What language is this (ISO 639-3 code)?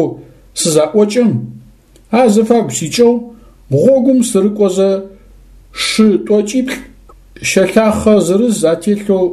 ady